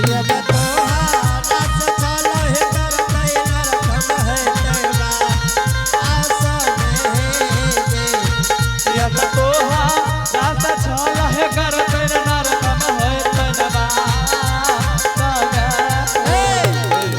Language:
Angika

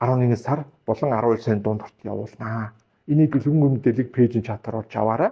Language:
Mongolian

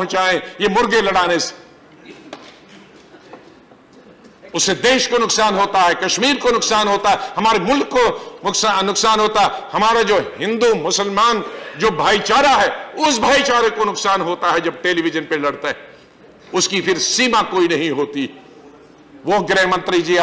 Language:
Hindi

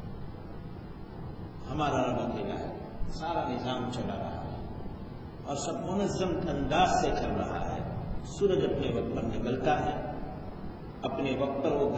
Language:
Urdu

